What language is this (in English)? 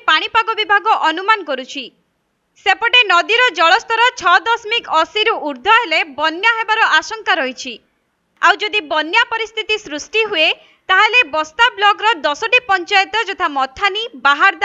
Odia